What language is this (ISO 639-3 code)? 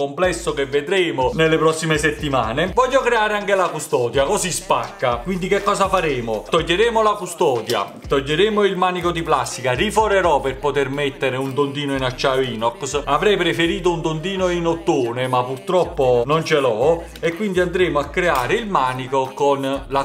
ita